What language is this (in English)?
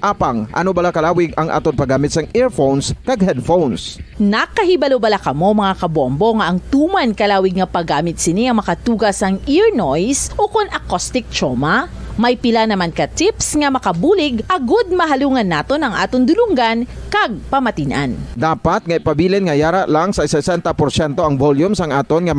Hiligaynon